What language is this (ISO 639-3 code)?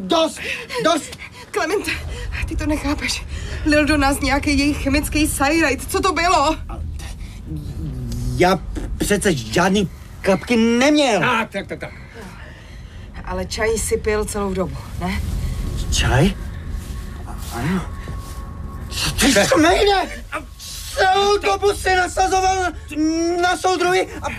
ces